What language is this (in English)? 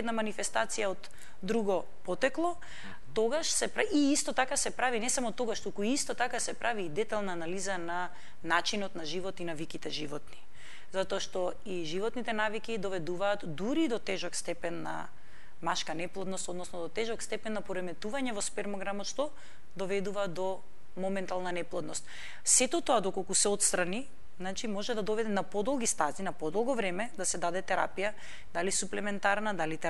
Macedonian